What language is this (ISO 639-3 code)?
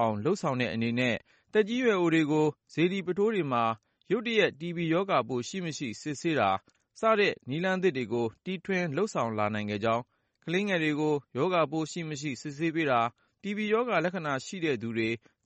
mya